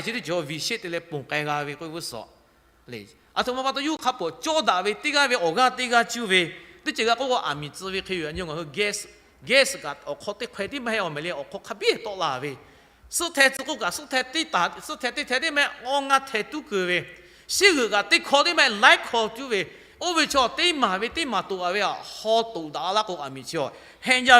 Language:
Lahu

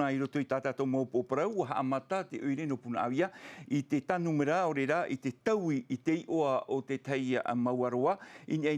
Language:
Tahitian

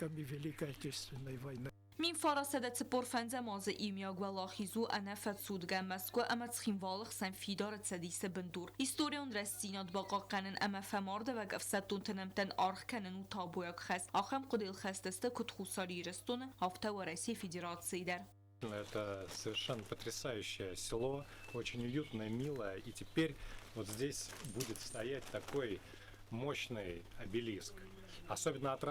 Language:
Ossetic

